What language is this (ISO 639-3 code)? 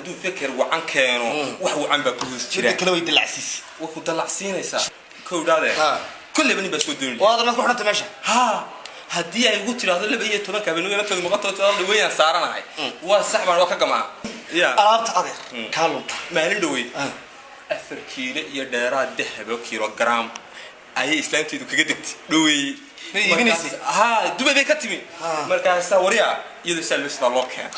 som